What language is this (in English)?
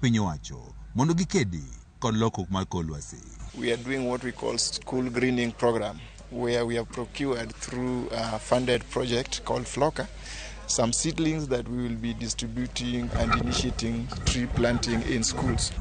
Luo (Kenya and Tanzania)